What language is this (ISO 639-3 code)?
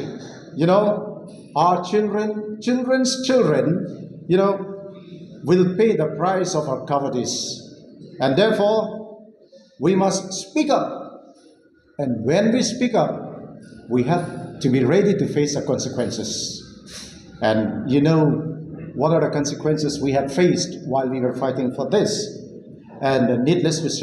mjw